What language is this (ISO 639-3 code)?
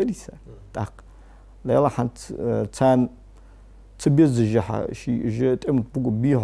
inh